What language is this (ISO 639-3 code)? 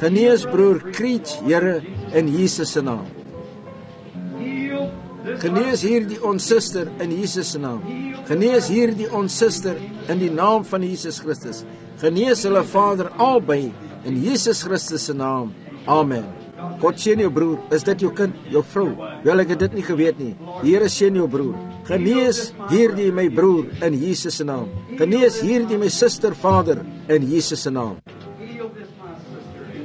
afr